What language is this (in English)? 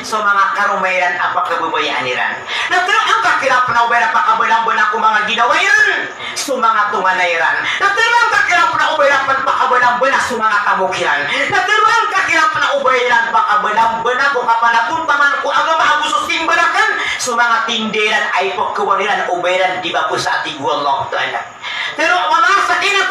Maranao